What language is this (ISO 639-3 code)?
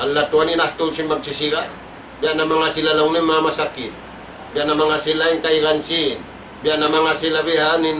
tsg